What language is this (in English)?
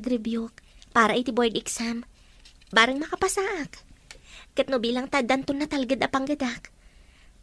Iloko